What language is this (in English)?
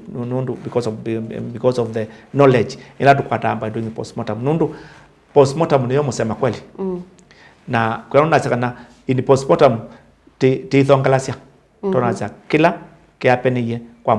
Kamba